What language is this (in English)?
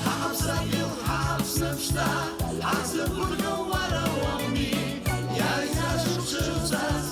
Abkhazian